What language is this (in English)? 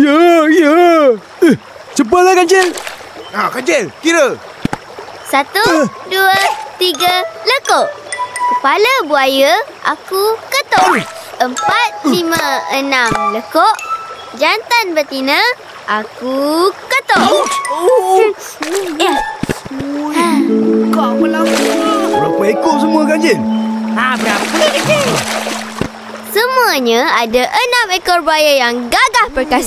Malay